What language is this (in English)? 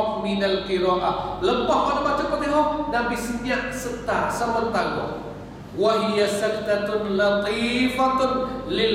Malay